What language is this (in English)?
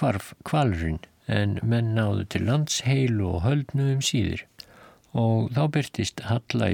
Icelandic